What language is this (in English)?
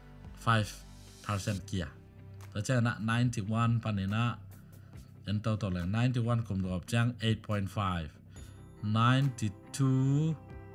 Tedim Chin